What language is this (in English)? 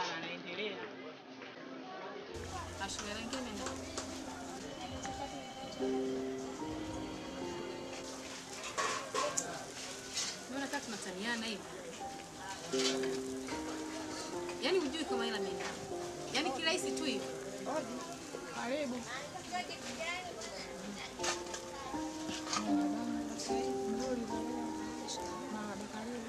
Swahili